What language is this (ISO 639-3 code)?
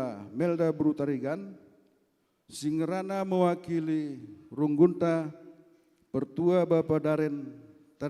btx